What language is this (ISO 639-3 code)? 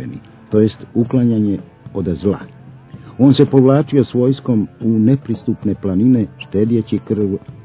hrv